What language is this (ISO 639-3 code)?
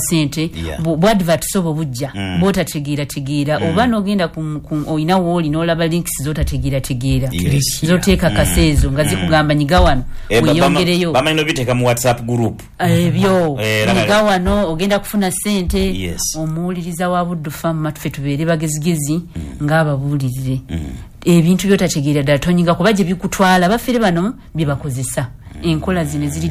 lug